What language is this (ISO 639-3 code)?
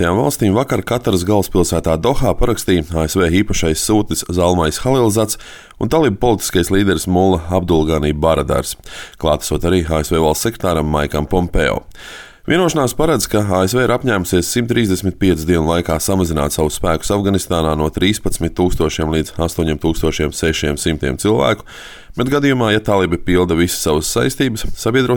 lav